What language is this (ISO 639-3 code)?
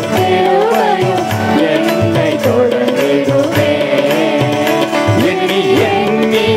tam